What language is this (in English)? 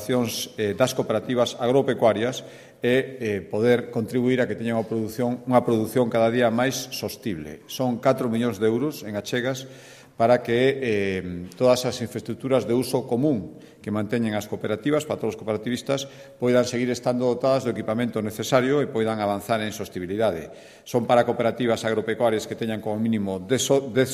Galician